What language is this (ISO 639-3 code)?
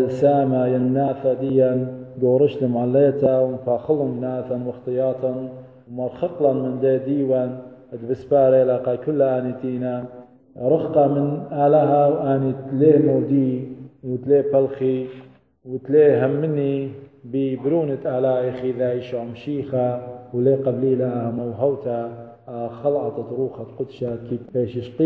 aii